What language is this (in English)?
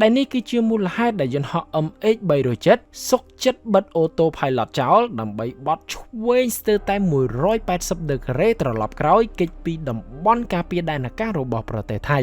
Khmer